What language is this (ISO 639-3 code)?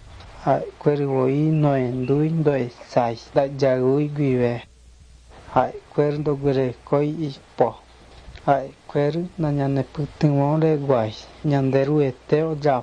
grn